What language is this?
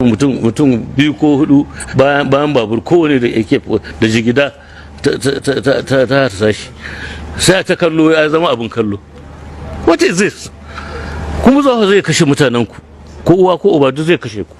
Hausa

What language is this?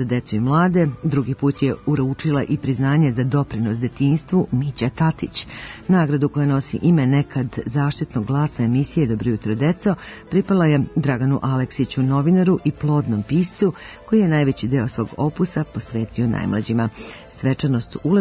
Serbian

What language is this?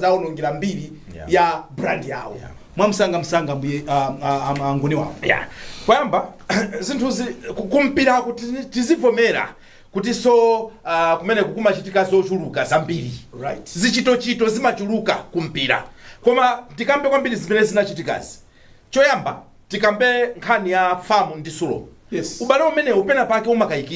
Nyanja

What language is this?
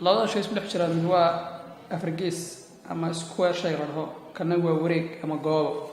Somali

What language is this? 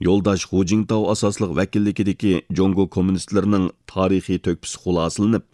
Uyghur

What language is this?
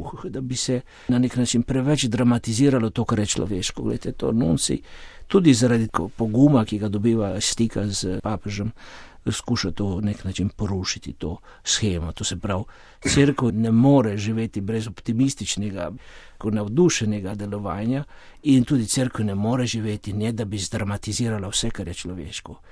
Slovenian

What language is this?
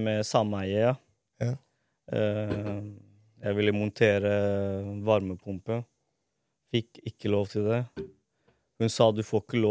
Norwegian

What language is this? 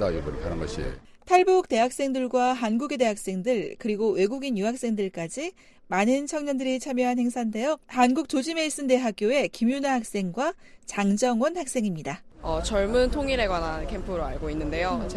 Korean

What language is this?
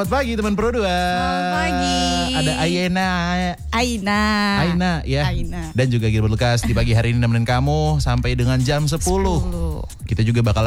Indonesian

